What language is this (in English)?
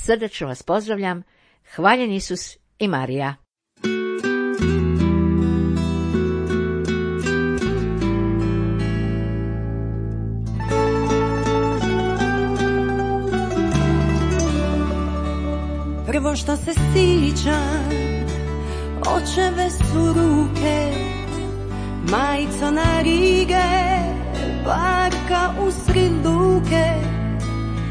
Croatian